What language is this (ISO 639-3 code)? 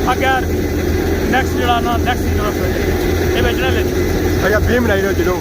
phr